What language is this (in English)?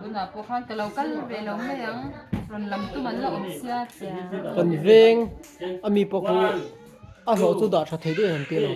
Mizo